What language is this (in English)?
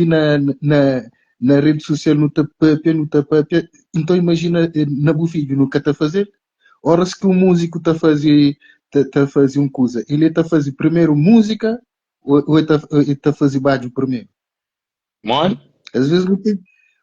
Kabuverdianu